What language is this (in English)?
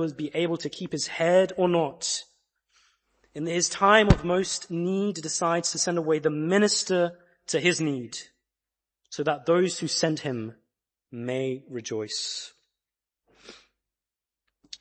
English